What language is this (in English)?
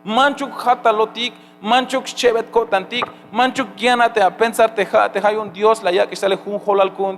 Tzeltal